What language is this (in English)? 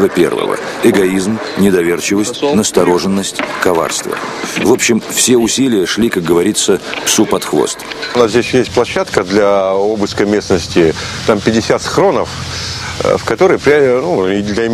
Russian